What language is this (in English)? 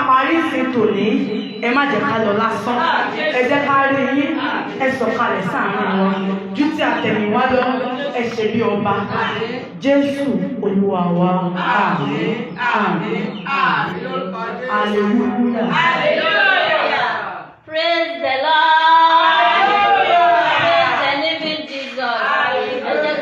Yoruba